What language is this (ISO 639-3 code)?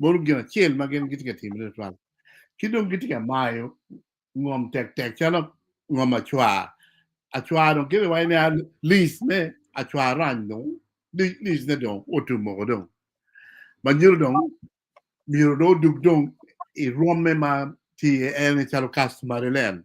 ach